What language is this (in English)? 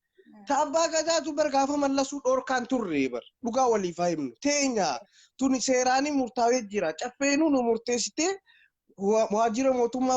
Oromo